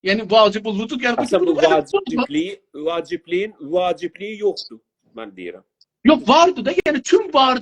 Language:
South Azerbaijani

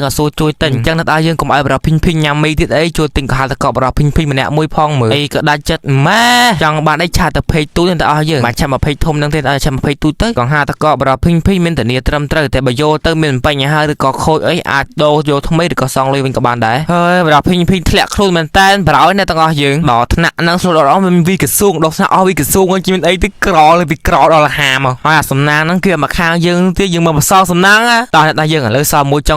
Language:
Khmer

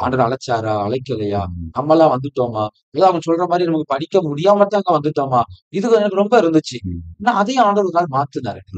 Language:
Tamil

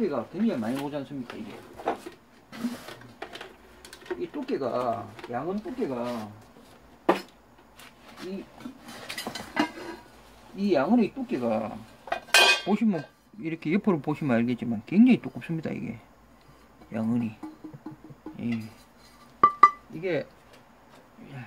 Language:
Korean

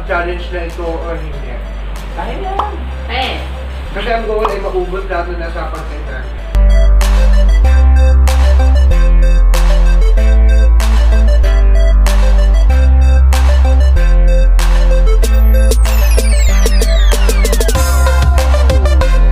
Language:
Filipino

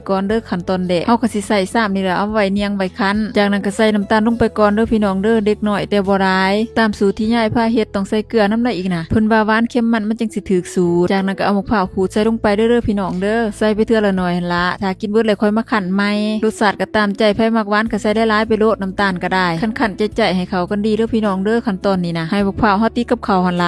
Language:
Northeastern Thai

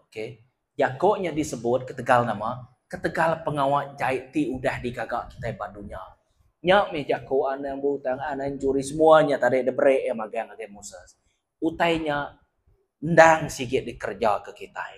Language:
Iban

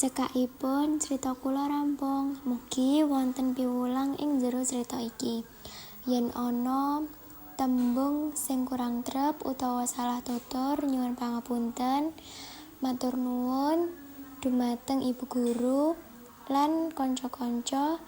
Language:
Javanese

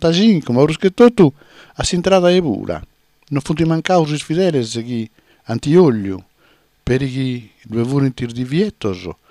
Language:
Sardinian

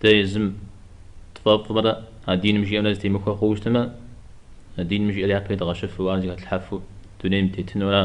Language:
Kabardian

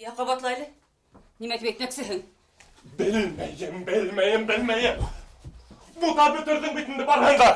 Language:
Bashkir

